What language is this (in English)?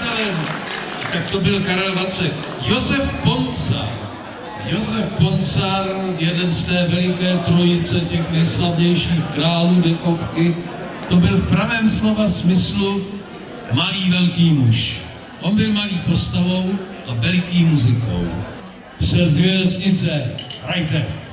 Czech